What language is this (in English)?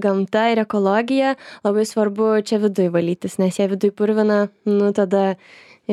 Lithuanian